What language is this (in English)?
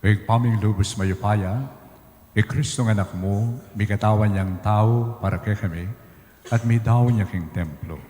Pampanga